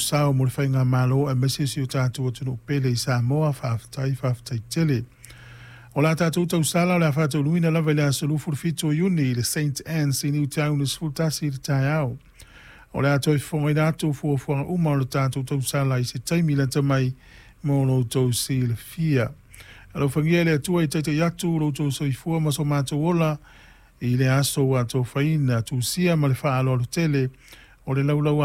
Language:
Samoan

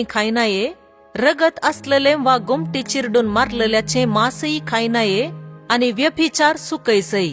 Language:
Konkani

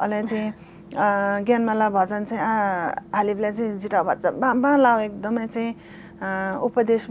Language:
Newari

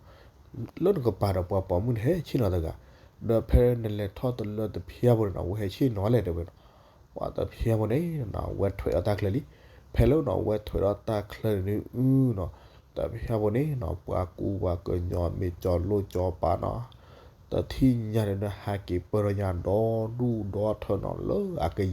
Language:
S'gaw Karen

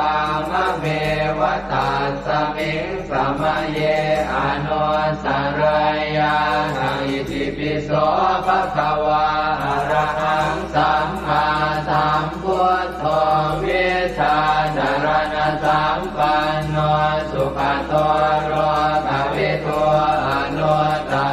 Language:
Pali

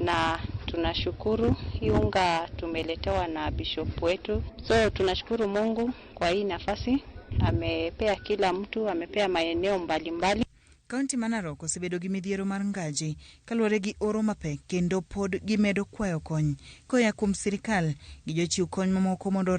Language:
Luo (Kenya and Tanzania)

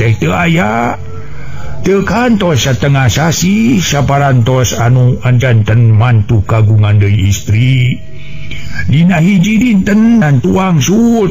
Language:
Sundanese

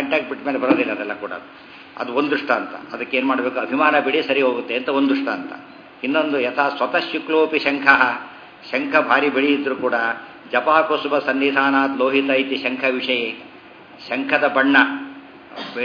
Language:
Kannada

